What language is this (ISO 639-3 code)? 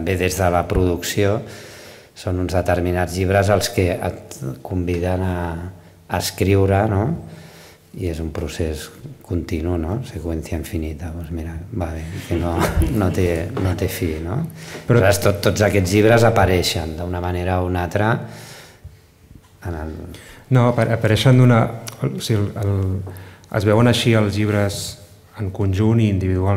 cat